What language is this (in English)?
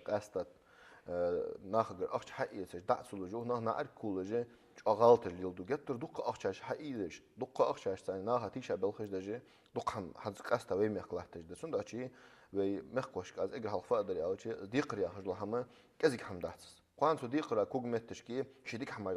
Ingush